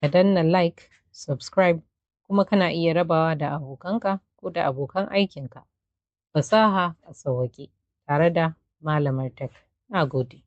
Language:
Hausa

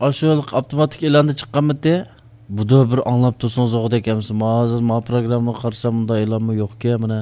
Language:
Uyghur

